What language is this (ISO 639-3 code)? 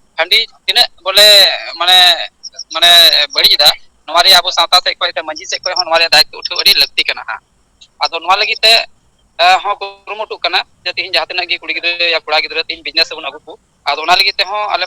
sat